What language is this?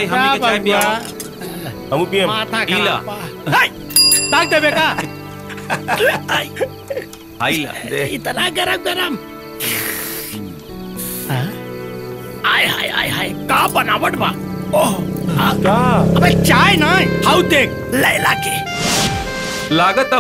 Bhojpuri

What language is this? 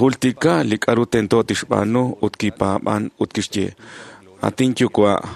Kekchí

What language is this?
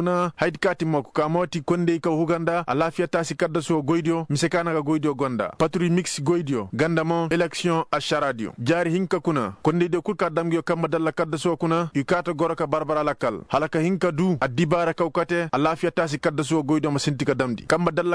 Koyraboro Senni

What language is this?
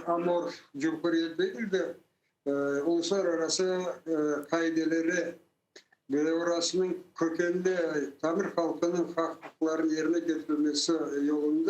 Crimean Tatar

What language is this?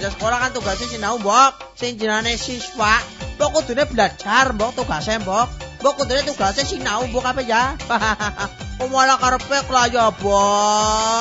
Javanese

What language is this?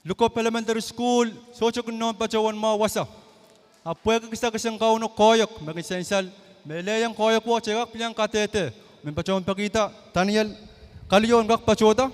Pohnpeian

